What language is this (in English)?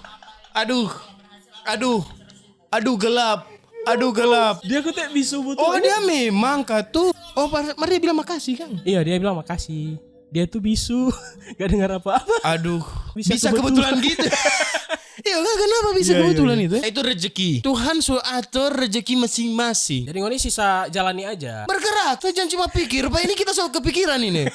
Manado Malay